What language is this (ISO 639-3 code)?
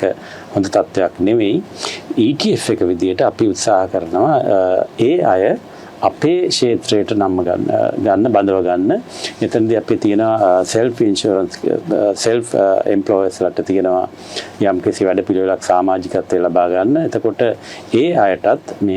sin